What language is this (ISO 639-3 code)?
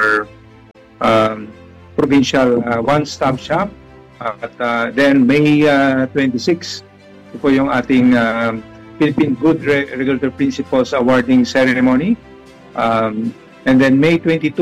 fil